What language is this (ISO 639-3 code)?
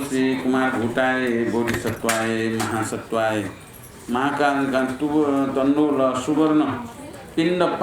new